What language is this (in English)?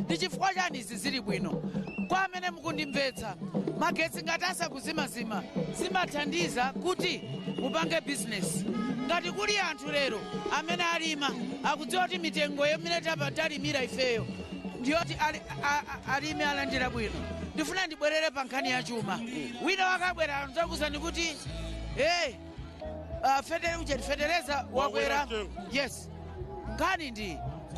Nyanja